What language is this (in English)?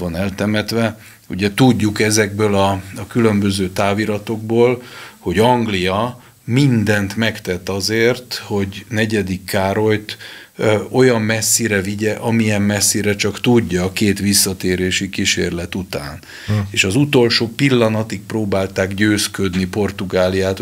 Hungarian